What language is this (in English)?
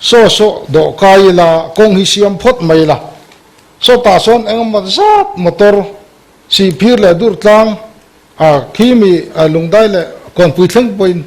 Mizo